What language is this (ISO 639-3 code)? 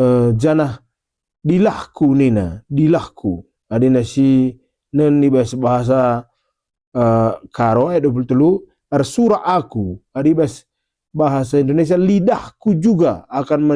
btx